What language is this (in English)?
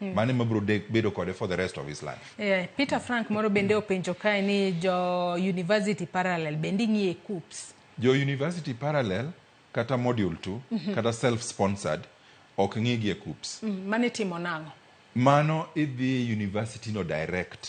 Luo (Kenya and Tanzania)